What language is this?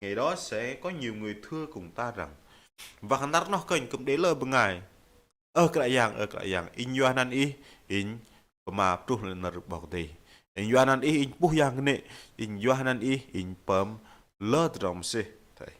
Bahnar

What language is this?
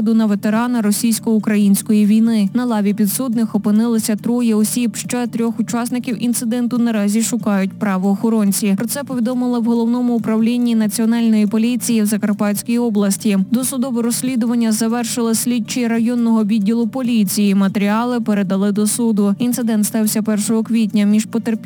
Ukrainian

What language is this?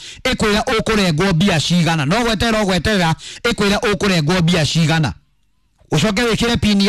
Kikuyu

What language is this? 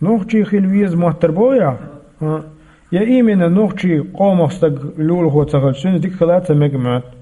Chechen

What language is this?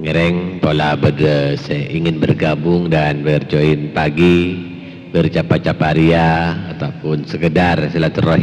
Madurese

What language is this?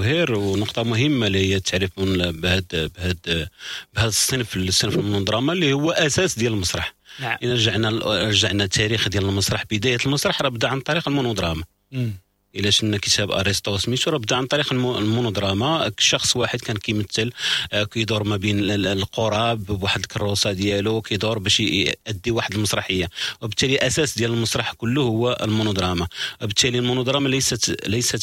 Moroccan Arabic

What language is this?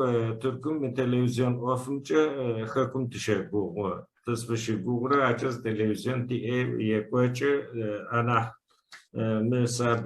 Adyghe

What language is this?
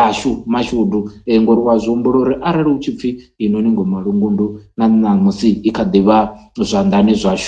Venda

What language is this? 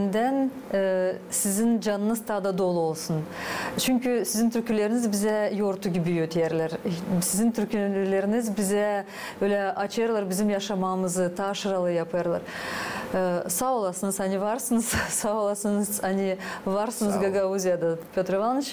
Gagauz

